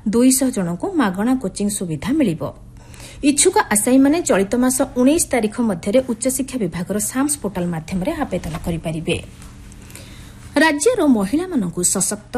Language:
Odia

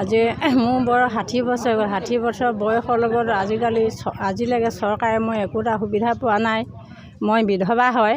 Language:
Assamese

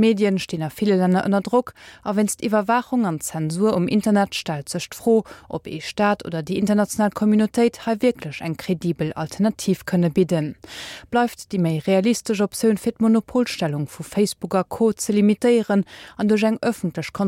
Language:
Luxembourgish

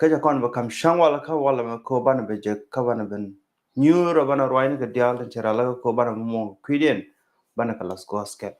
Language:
Nuer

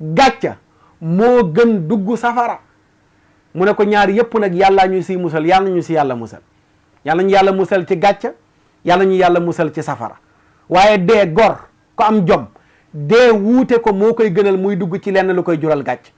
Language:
Wolof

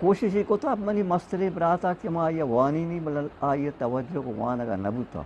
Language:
Eastern Balochi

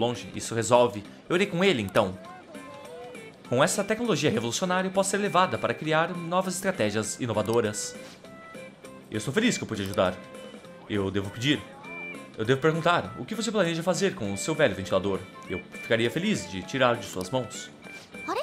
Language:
Portuguese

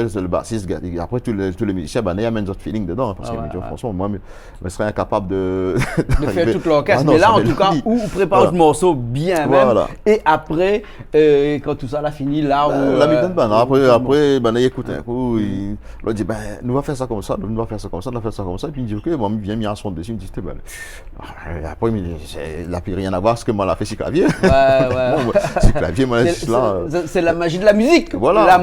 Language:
Réunion Creole French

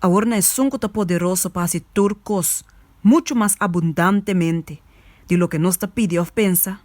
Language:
Papiamento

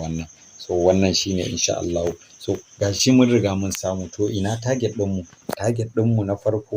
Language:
Hausa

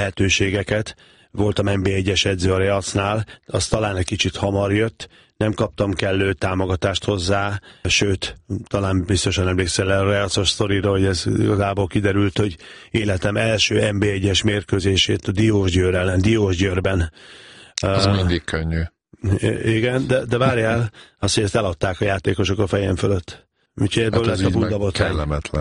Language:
Hungarian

